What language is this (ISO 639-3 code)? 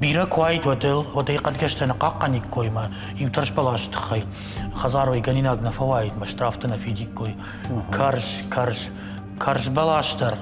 oss